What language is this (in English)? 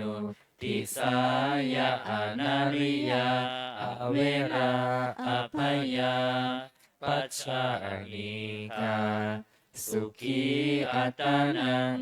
Pali